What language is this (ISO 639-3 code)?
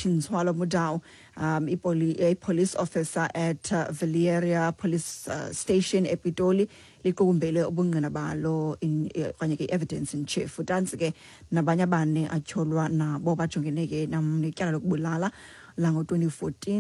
xho